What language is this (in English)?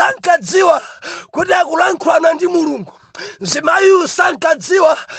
Nyanja